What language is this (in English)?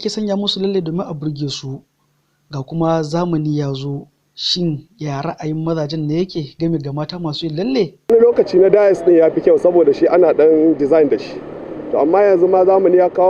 Hausa